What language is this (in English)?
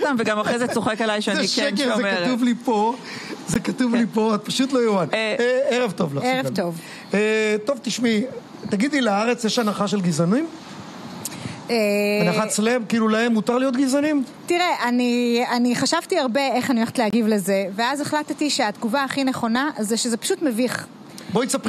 Hebrew